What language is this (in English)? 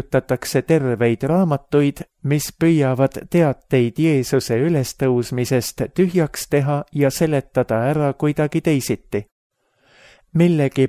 Estonian